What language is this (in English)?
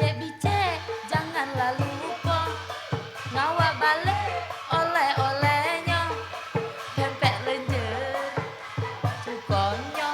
Musi